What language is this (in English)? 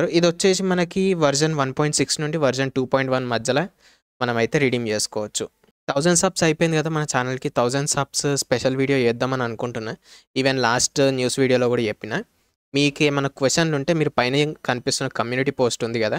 Telugu